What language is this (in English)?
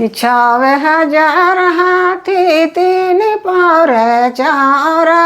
Sadri